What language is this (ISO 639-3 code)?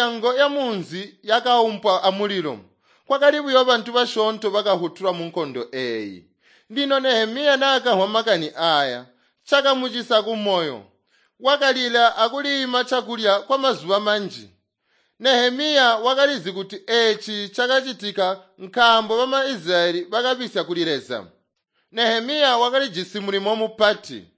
toi